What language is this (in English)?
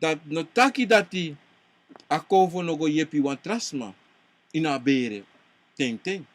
Sranan Tongo